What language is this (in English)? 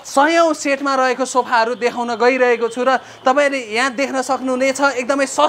Nepali